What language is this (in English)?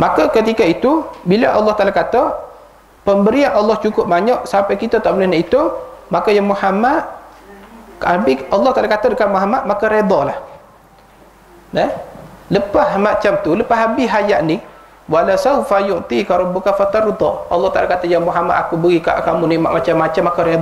Malay